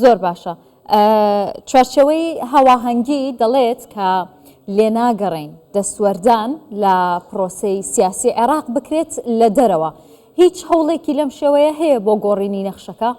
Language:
Central Kurdish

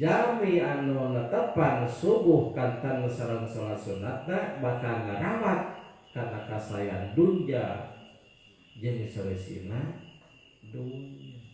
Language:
Sundanese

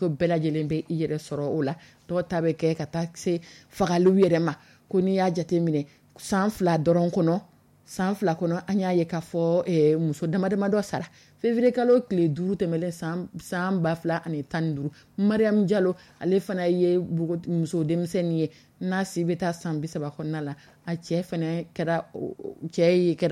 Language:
Dyula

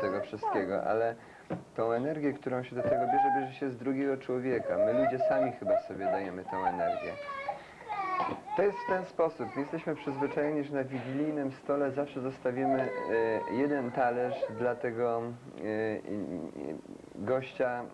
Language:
Polish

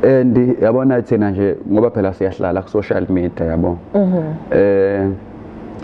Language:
Zulu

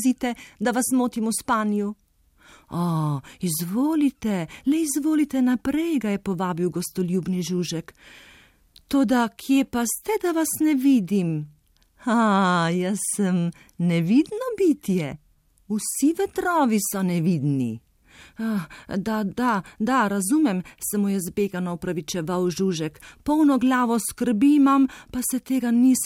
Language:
Slovenian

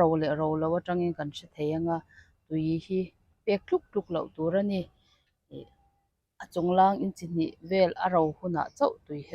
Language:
Mizo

